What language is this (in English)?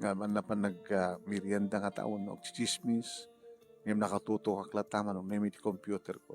Iloko